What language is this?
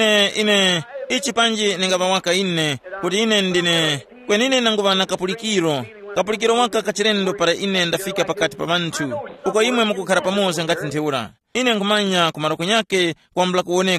Tumbuka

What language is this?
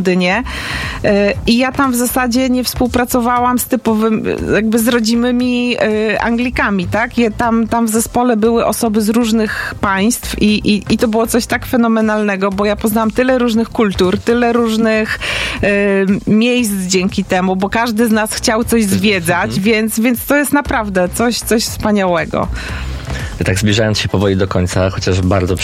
Polish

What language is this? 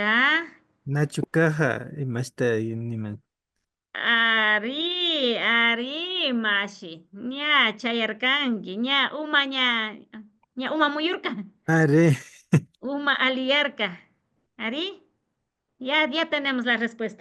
Imbabura Highland Quichua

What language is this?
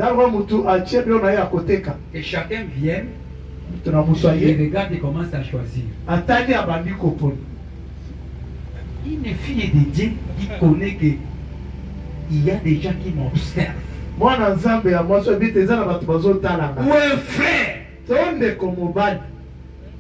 French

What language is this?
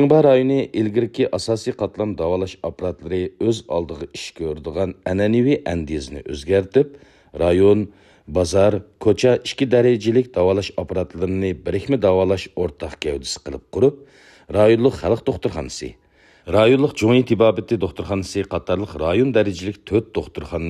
Uyghur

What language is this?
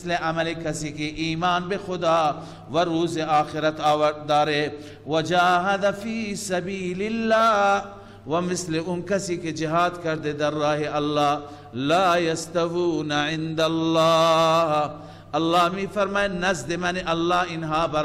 Persian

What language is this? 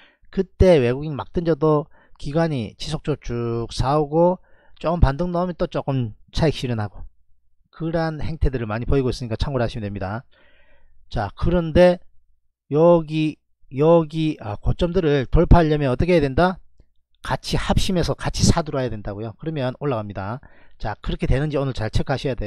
Korean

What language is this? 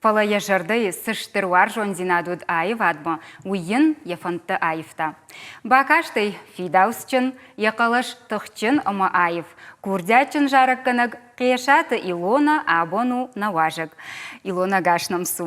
Ossetic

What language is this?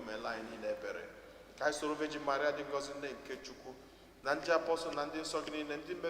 Igbo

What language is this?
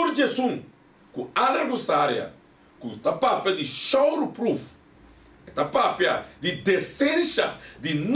Papiamento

